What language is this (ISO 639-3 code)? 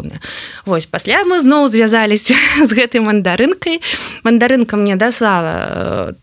bel